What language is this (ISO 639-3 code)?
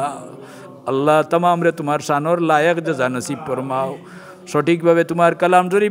syl